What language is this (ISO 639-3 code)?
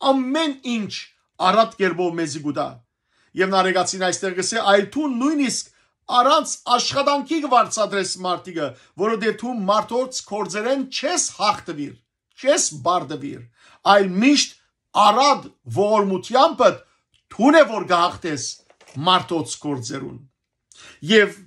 hyw